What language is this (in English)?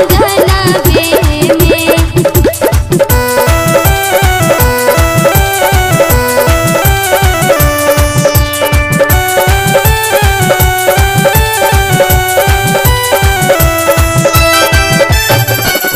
Bhojpuri